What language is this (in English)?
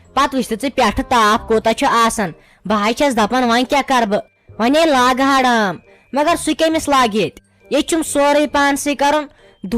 Kashmiri